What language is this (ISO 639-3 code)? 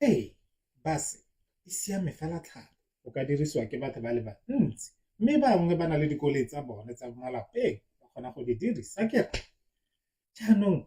tsn